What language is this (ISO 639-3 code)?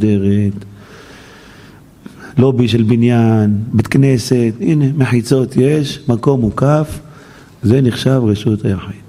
heb